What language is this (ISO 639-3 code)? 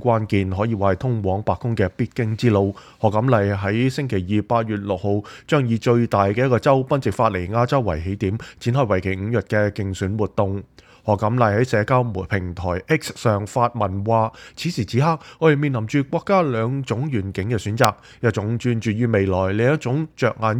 yue